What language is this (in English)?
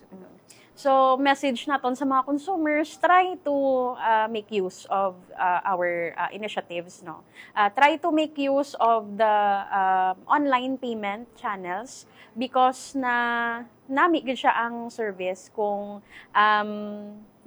Hiligaynon